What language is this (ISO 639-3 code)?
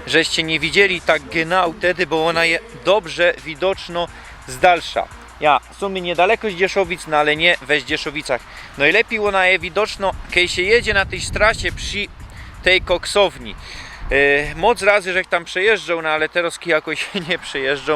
szl